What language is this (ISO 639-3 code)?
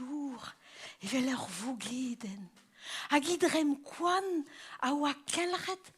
bre